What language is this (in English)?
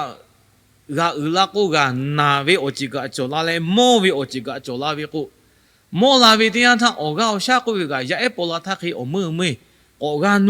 Lahu